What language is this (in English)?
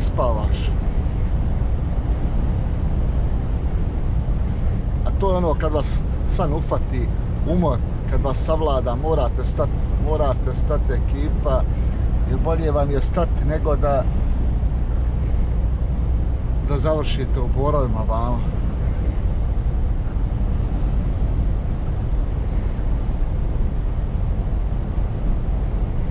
Croatian